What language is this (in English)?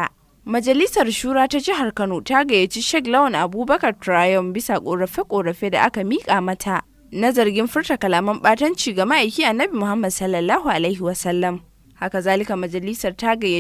Hausa